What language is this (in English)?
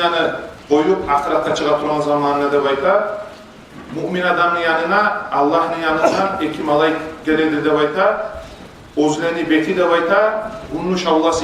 Kumyk